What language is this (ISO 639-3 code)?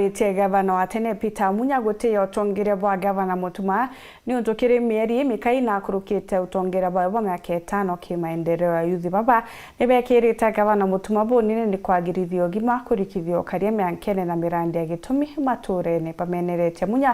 mer